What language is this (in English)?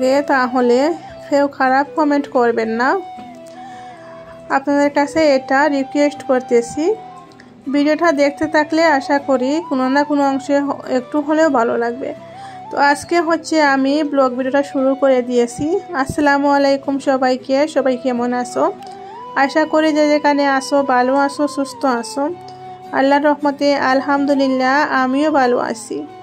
Bangla